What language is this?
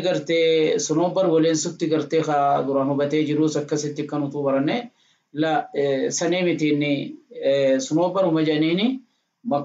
Oromo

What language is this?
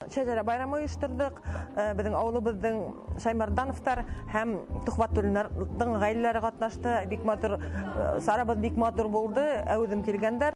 Bashkir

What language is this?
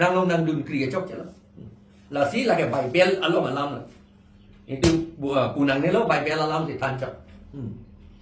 Karbi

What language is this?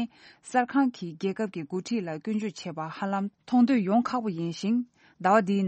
Tibetan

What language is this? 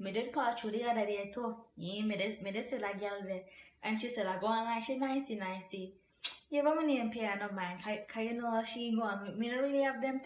Jamaican Creole English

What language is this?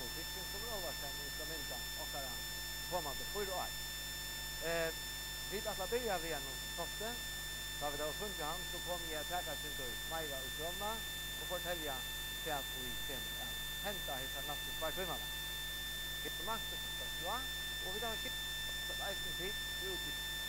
Faroese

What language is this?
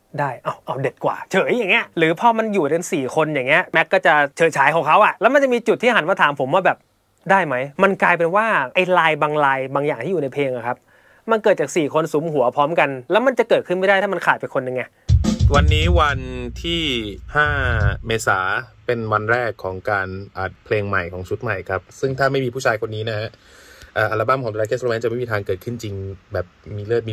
Thai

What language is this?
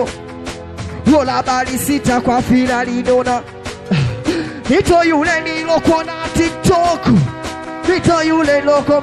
Swahili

